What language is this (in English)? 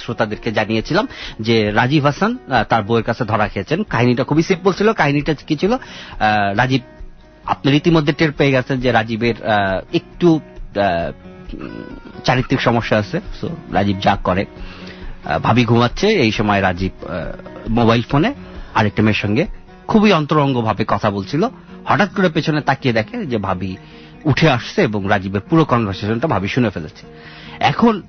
Bangla